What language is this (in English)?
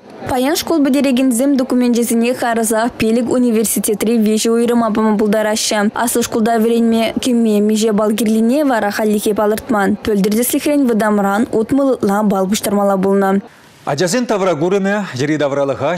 Chuvash